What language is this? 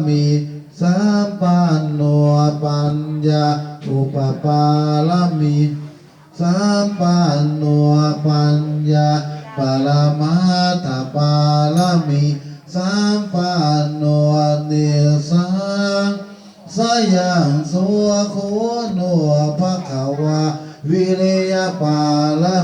Pali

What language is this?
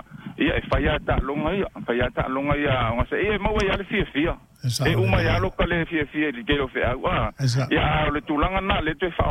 Samoan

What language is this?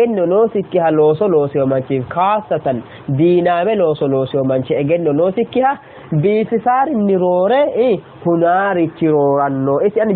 Sidamo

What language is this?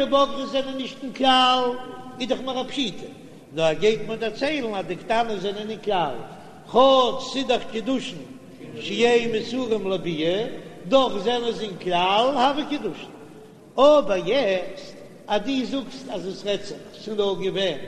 Yiddish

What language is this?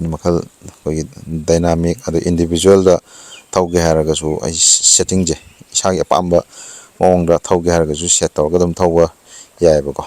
Manipuri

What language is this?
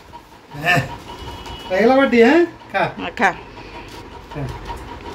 Odia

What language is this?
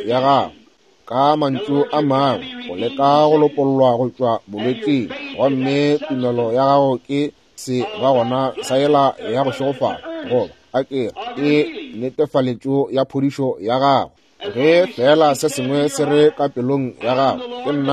Northern Sotho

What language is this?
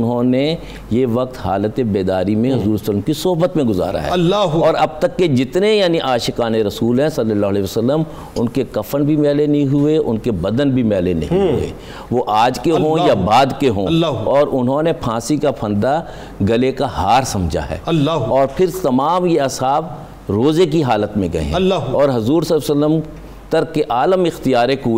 Urdu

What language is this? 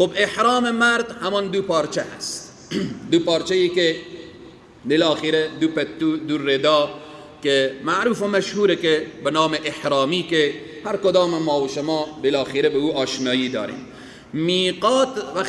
Persian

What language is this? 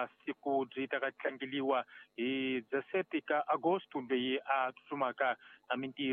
Tsonga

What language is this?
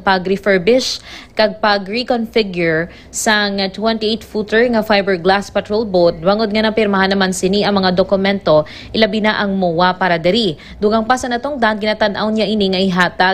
Hiligaynon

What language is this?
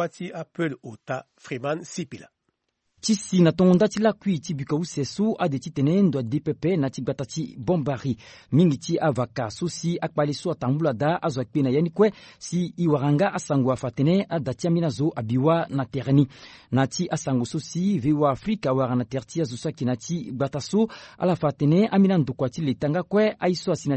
Sango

